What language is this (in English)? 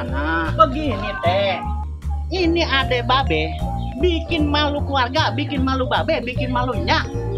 Betawi